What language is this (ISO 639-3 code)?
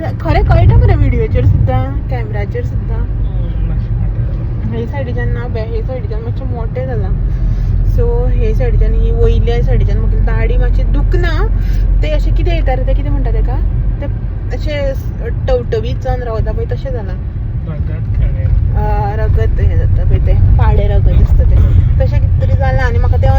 kok